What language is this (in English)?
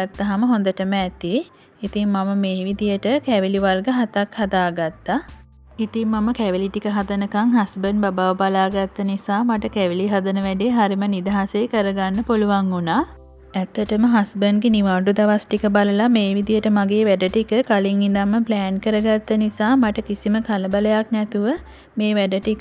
Sinhala